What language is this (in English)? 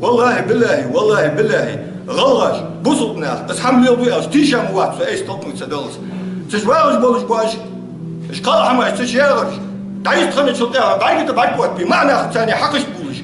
Ingush